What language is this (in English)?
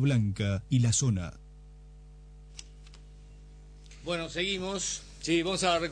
Spanish